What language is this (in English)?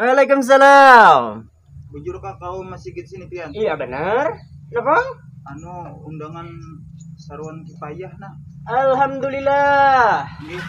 Banjar